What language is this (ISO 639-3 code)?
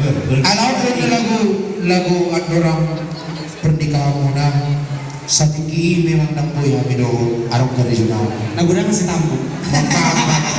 bbc